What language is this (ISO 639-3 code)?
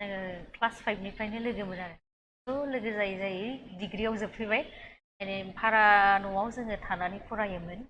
brx